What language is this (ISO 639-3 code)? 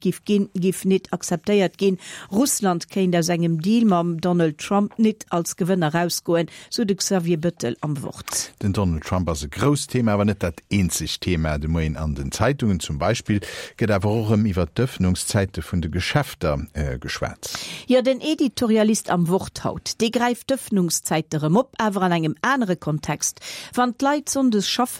ltz